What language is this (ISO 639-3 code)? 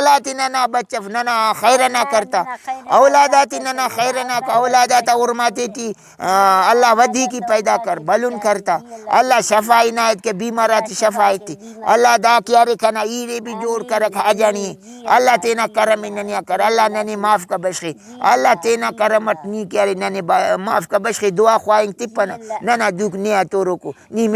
brh